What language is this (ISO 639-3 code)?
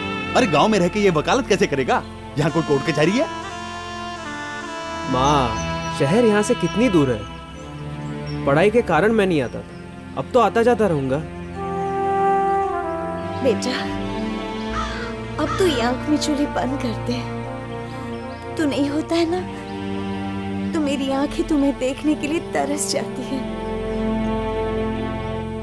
hin